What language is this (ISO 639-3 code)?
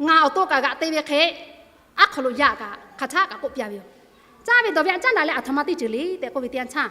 lhu